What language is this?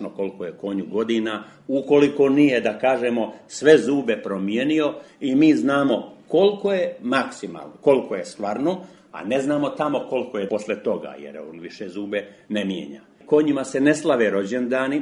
Serbian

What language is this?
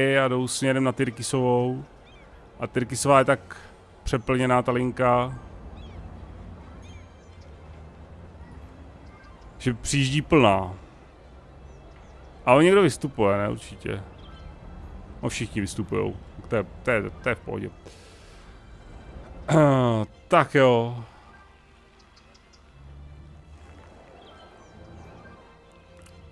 Czech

